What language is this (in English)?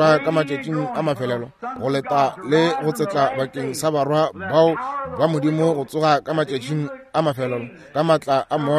Northern Sotho